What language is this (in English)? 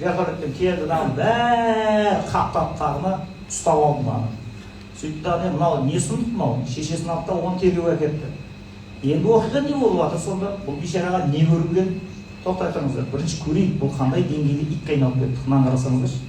Kazakh